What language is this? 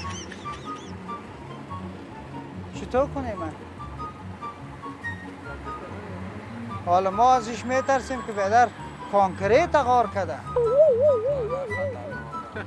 Persian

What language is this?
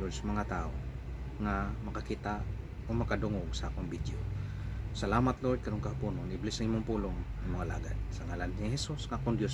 Cebuano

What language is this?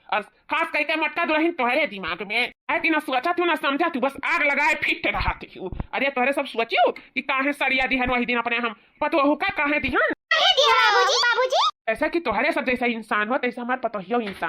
Awadhi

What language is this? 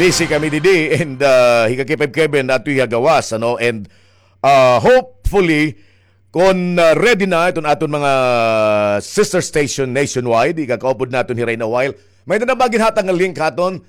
Waray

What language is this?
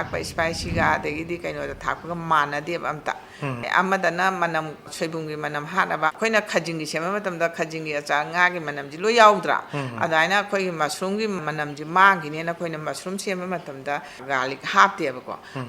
Manipuri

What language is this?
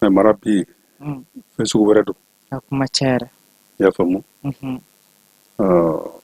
Bambara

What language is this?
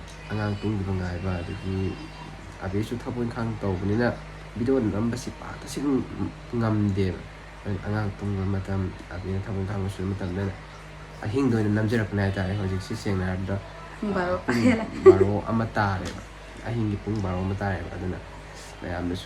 Manipuri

